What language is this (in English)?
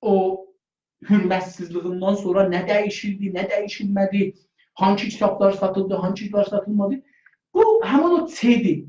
South Azerbaijani